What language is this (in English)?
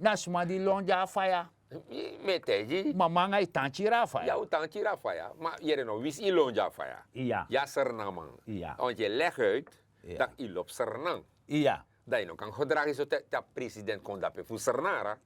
Sranan Tongo